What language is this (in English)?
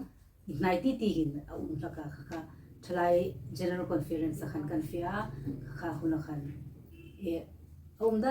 Hmar